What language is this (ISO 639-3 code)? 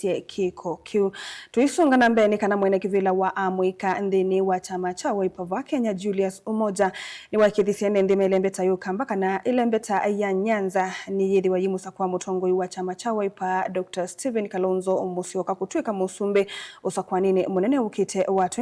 kam